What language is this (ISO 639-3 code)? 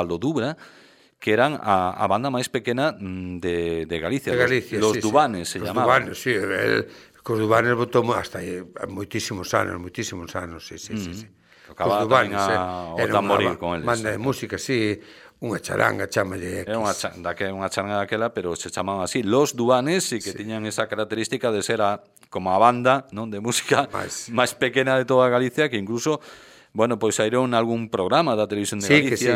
glg